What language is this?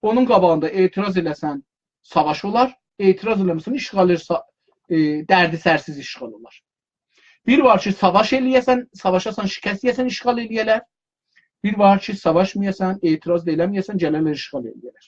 South Azerbaijani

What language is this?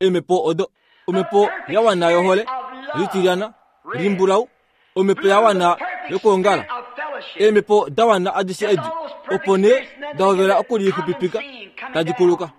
Kuanyama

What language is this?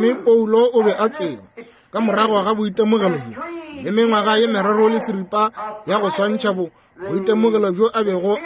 Northern Sotho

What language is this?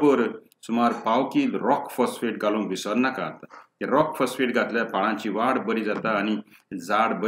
Konkani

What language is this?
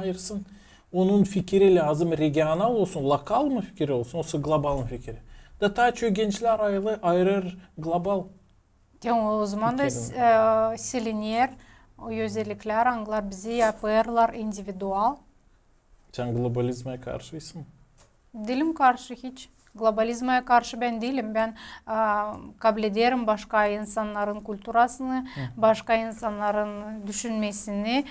Gagauz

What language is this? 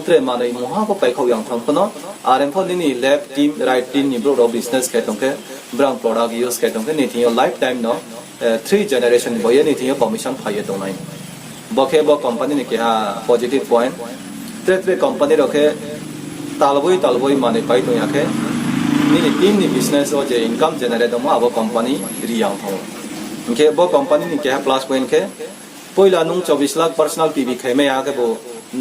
Riang (India)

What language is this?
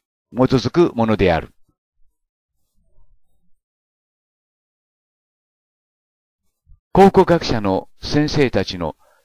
Japanese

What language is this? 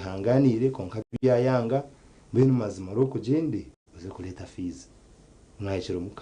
Nyankole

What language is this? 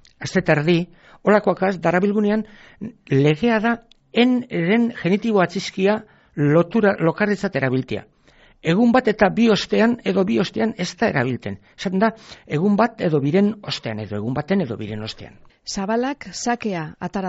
Basque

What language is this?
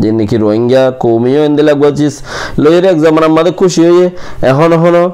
Rohingya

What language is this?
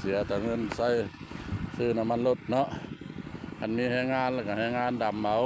Lao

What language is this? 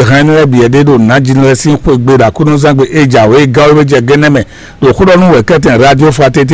Fon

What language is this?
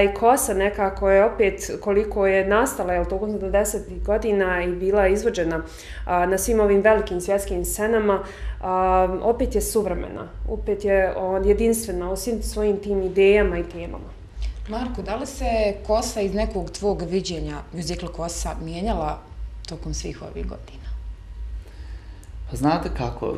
Bosnian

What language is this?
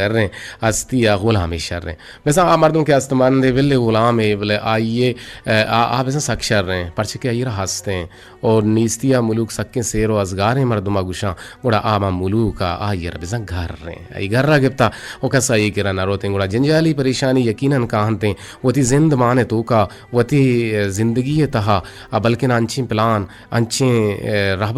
Eastern Balochi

